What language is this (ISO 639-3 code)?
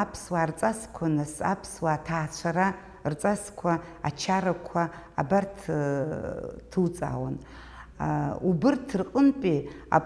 abk